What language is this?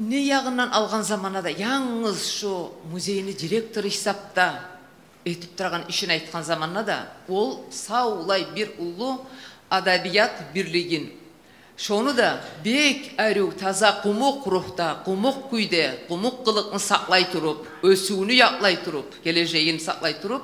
Kumyk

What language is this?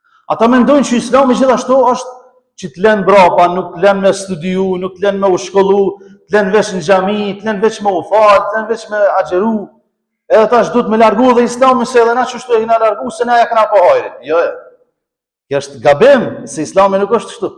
Albanian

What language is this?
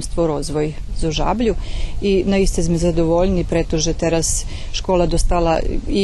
Rusyn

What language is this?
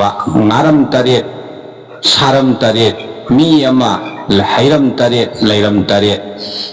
Manipuri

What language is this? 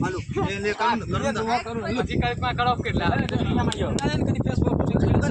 Maithili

